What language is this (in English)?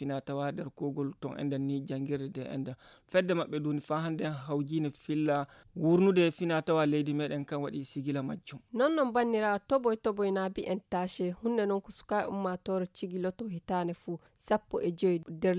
Fula